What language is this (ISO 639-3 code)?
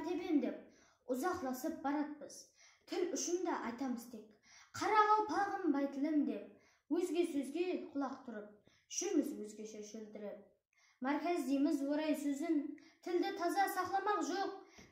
kaa